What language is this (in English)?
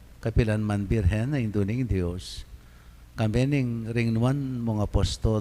Pampanga